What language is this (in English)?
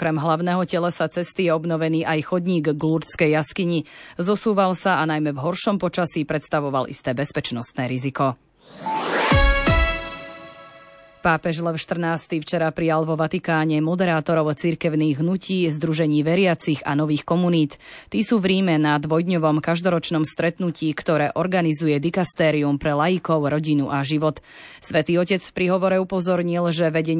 Slovak